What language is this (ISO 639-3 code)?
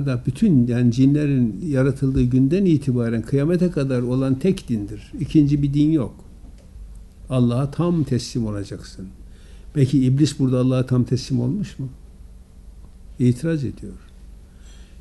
tur